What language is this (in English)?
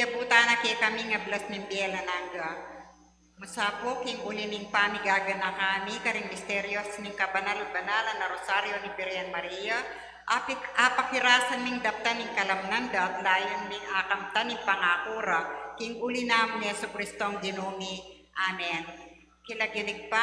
Pampanga